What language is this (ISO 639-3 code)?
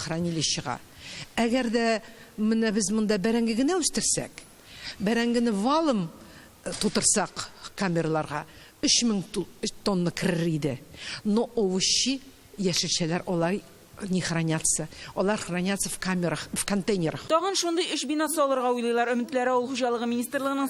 tat